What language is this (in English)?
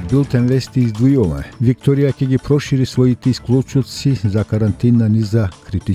Macedonian